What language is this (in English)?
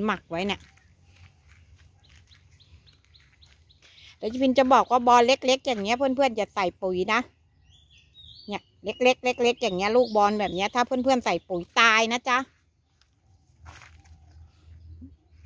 Thai